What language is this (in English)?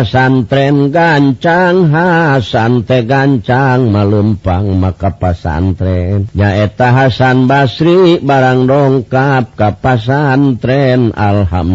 Sundanese